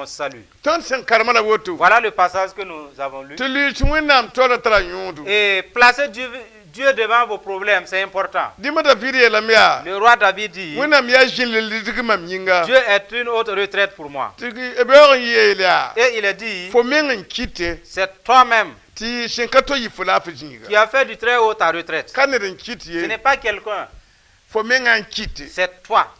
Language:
Mossi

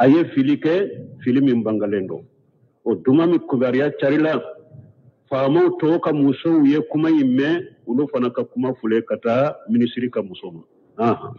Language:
Bambara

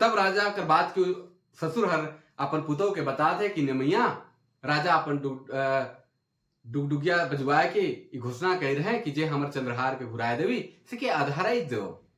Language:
Sadri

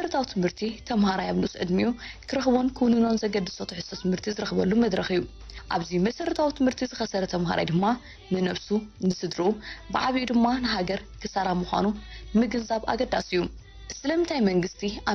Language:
Tigrinya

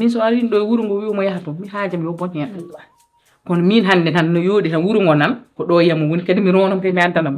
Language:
Fula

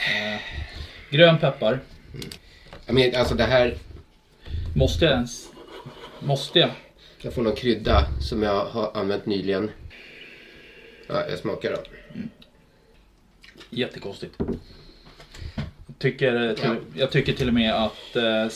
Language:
Swedish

